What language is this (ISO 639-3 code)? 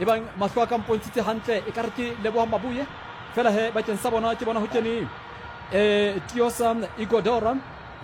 sot